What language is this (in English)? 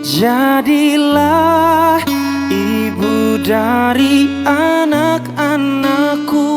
Manado Malay